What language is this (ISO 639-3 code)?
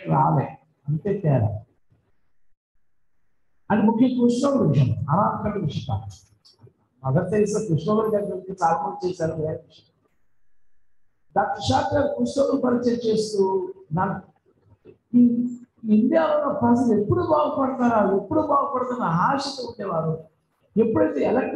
tel